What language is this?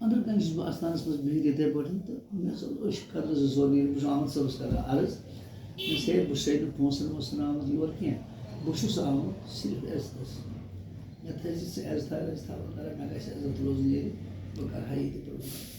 Kashmiri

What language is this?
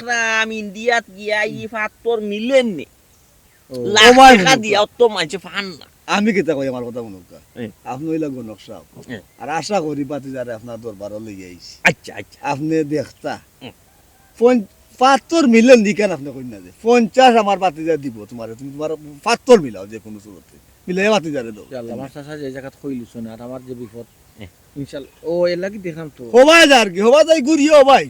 Sylheti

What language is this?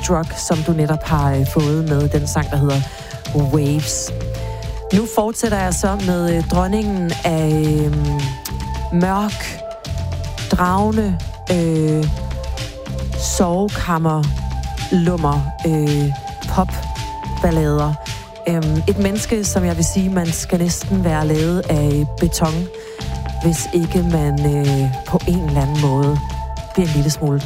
Danish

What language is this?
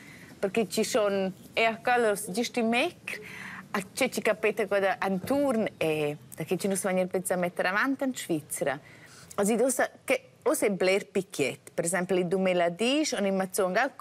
Romansh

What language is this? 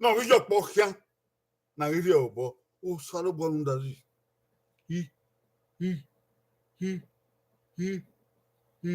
Bini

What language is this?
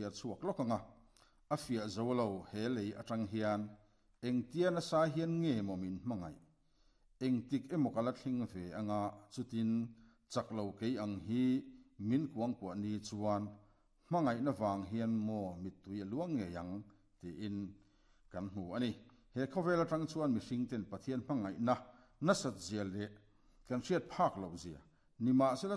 Mizo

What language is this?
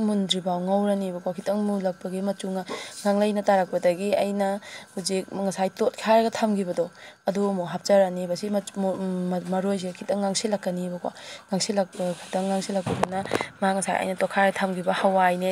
Manipuri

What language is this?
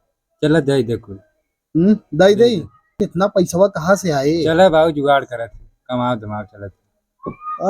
Awadhi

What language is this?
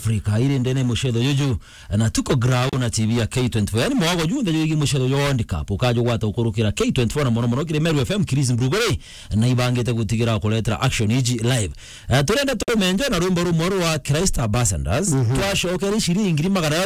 Meru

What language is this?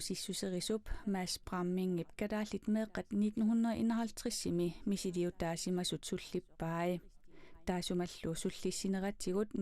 Kalaallisut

